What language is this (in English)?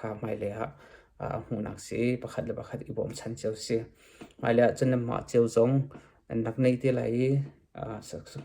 Hakha Chin